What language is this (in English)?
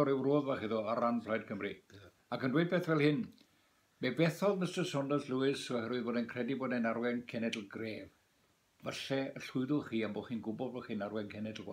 Welsh